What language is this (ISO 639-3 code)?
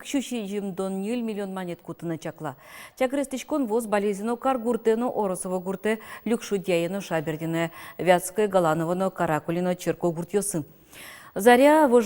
udm